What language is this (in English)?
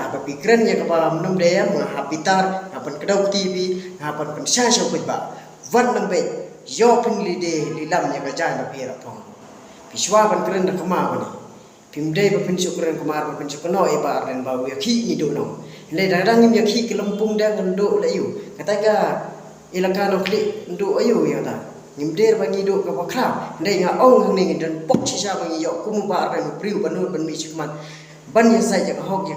Khasi